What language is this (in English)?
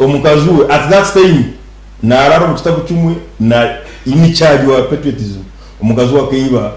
Nyankole